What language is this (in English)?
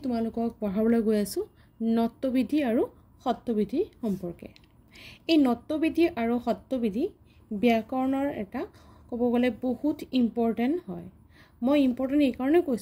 Assamese